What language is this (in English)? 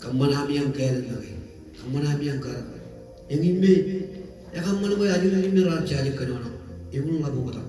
Marshallese